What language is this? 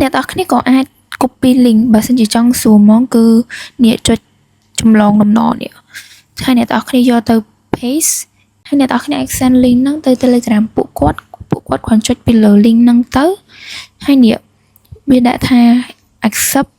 Khmer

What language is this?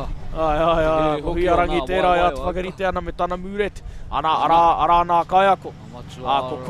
Māori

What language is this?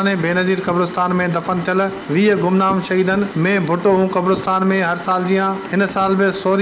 Sindhi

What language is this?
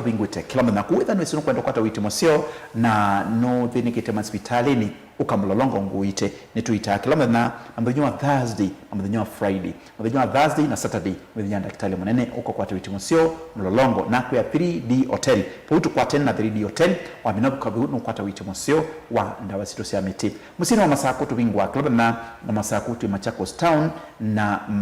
Kamba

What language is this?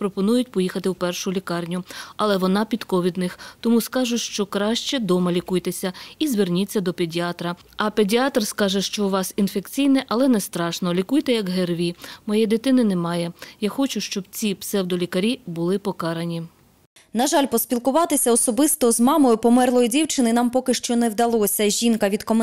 Ukrainian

